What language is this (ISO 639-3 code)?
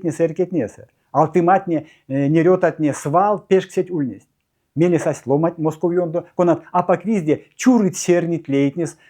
myv